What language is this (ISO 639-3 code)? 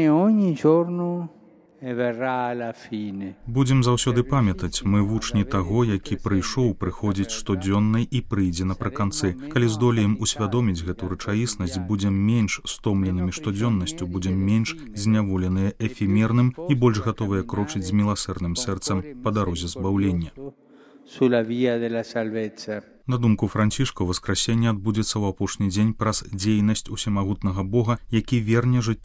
bel